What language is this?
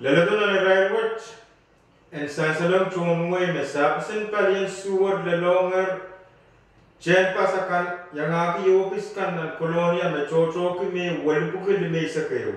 Pohnpeian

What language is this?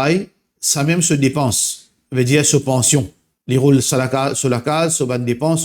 Morisyen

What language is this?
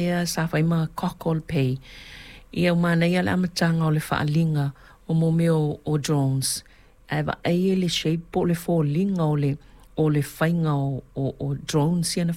Samoan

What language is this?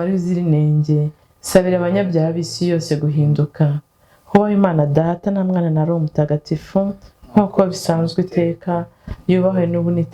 Kinyarwanda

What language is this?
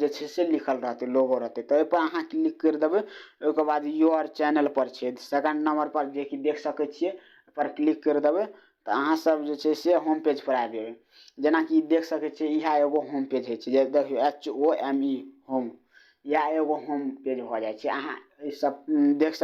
Maithili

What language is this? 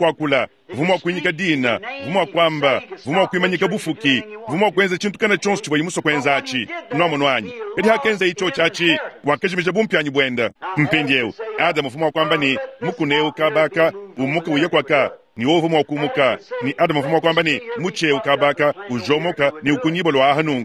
Luba-Lulua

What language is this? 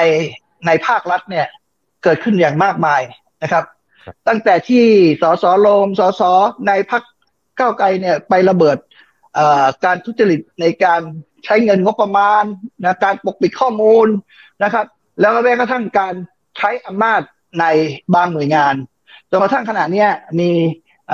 Thai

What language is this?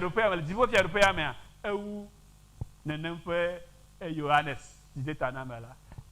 Ewe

